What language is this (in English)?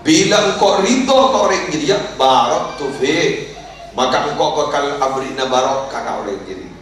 Madurese